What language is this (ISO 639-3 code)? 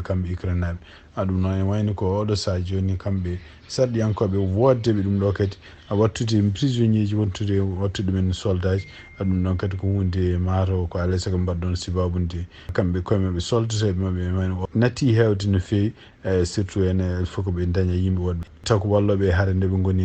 ful